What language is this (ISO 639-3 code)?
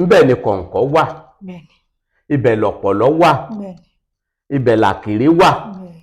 yor